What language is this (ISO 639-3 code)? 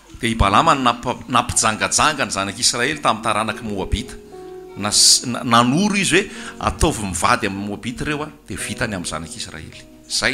mlg